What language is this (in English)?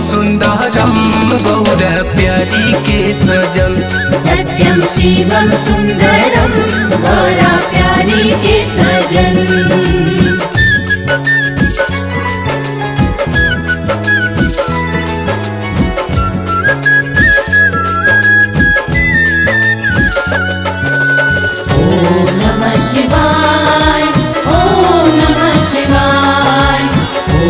Bhojpuri